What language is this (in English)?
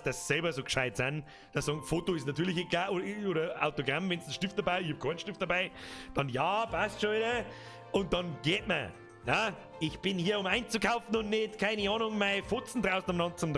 Bavarian